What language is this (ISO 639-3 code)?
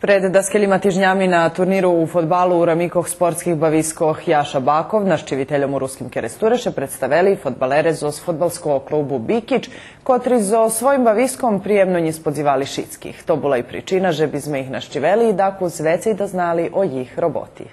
rue